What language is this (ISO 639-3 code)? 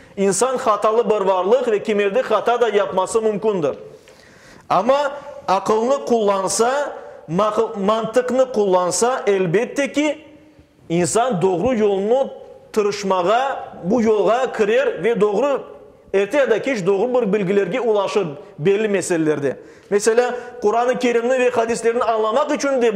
crh